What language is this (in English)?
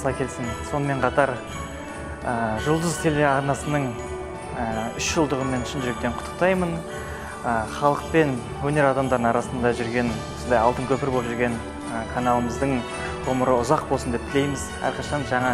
Kazakh